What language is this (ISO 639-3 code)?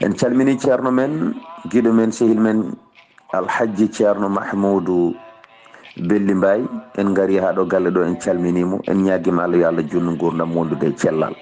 ful